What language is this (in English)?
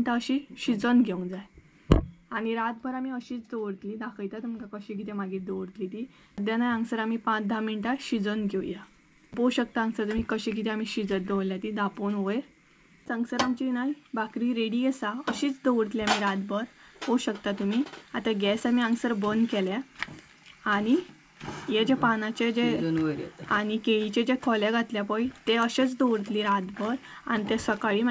Konkani